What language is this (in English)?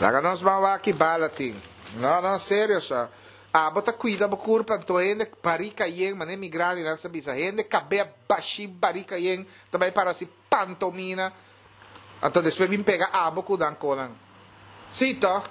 Papiamento